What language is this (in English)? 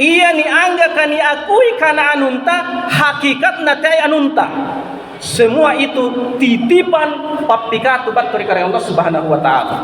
Makasar